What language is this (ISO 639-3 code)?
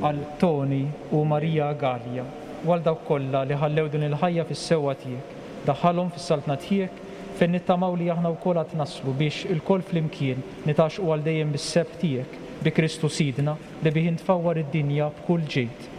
mlt